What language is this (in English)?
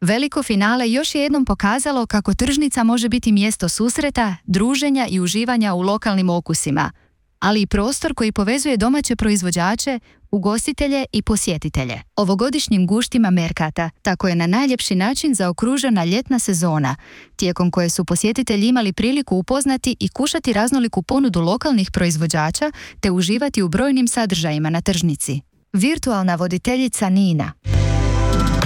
Croatian